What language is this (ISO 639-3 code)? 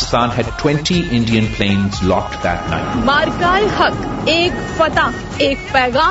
urd